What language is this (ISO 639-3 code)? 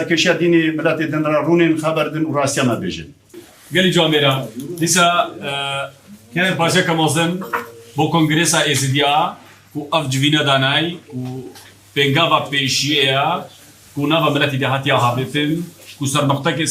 kur